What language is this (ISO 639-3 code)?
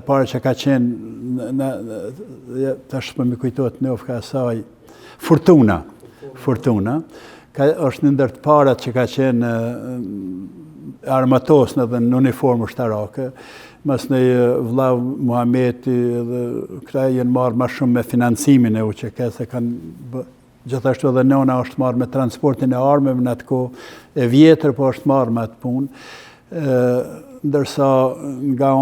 sqi